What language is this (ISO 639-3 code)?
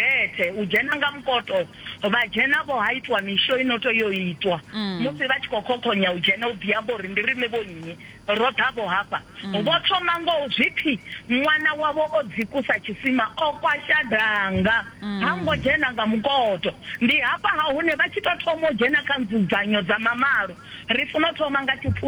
ven